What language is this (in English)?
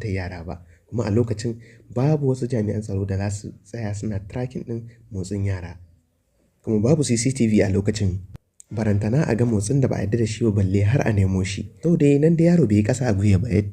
Hausa